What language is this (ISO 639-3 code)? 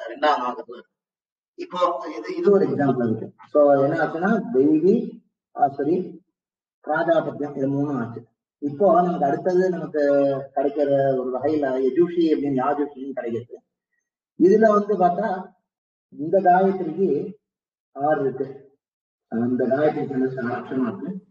tam